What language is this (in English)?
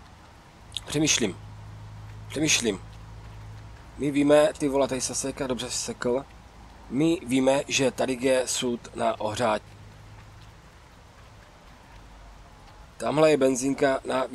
Czech